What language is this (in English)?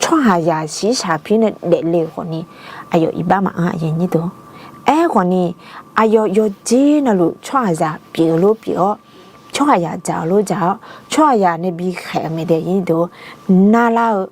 Akha